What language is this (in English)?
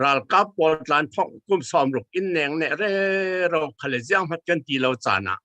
Falam Chin